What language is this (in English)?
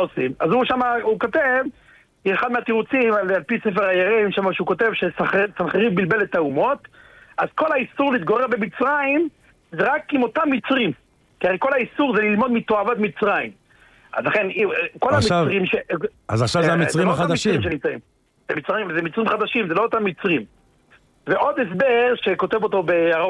Hebrew